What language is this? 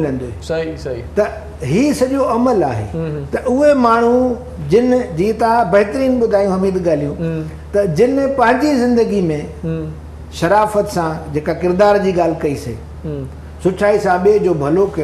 Sindhi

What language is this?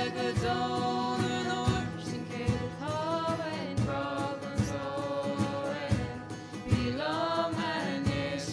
Irish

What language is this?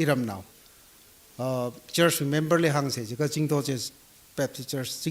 Tangkhul Naga (India)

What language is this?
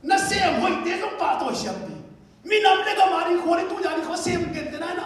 Tedim Chin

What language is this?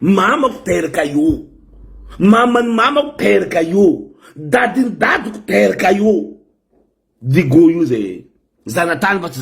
Malagasy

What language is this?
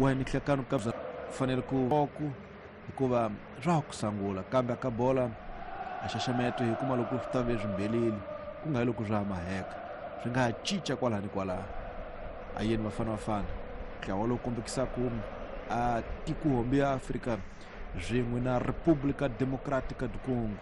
Tsonga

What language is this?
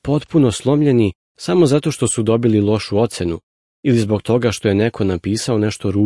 Serbian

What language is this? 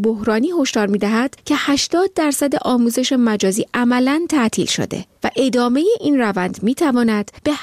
Persian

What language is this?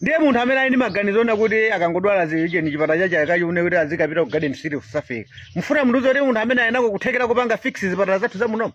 Nyanja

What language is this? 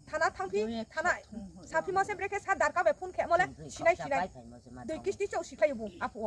Riang (India)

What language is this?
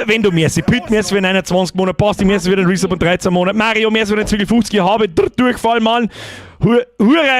Bavarian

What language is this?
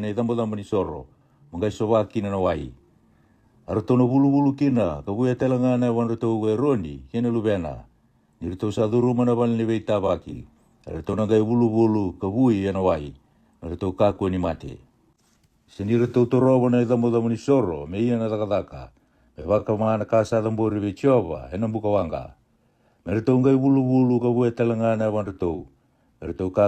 Fijian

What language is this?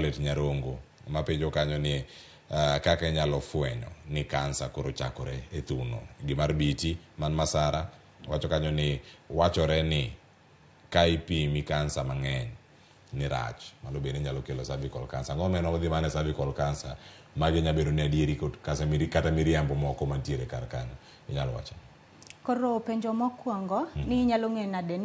Luo (Kenya and Tanzania)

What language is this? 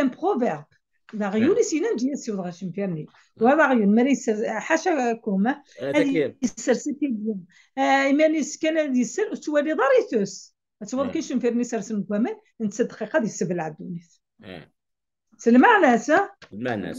Kabyle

